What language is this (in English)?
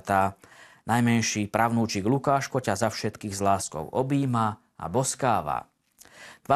Slovak